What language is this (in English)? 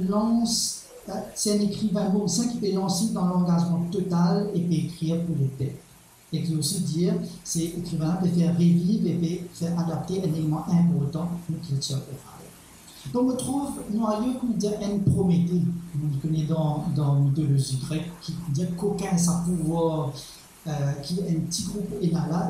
Morisyen